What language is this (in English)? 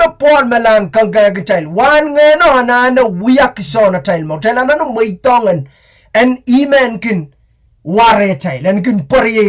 Pohnpeian